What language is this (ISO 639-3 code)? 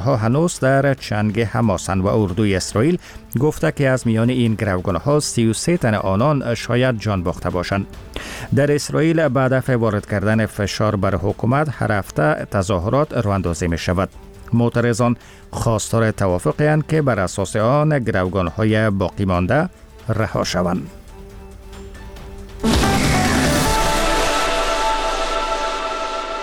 fas